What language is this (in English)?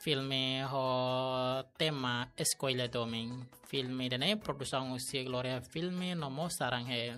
Tetum